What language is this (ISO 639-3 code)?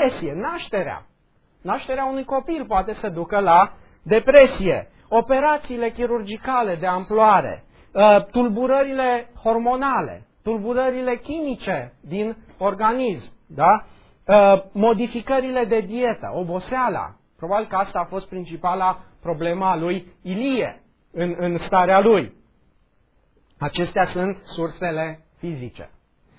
ron